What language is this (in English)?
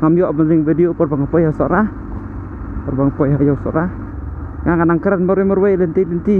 Khasi